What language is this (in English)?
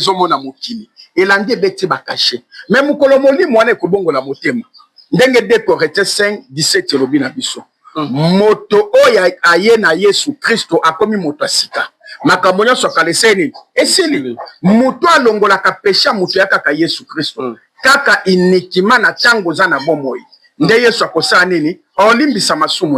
Lingala